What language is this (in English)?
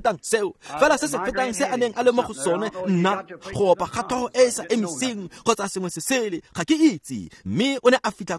Tswana